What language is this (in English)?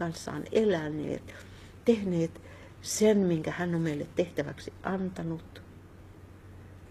Finnish